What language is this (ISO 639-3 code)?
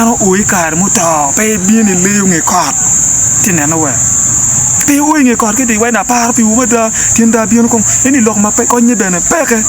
ach